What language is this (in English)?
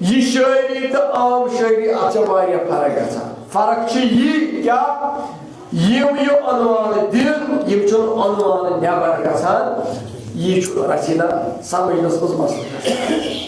Kashmiri